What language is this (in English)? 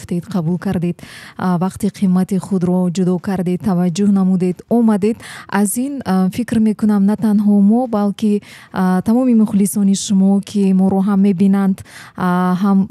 Tajik